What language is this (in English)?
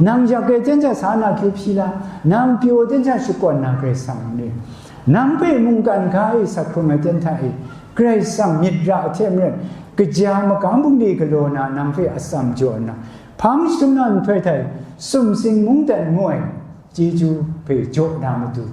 Kachin